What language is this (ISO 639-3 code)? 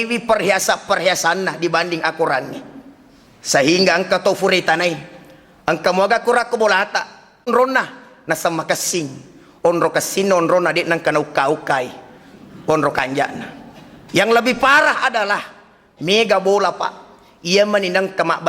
bug